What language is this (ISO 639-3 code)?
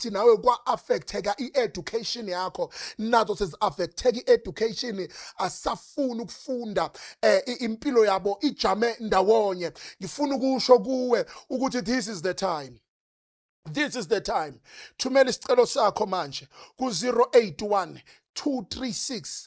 zul